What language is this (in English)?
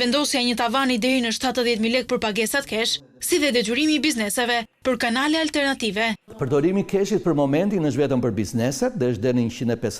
Albanian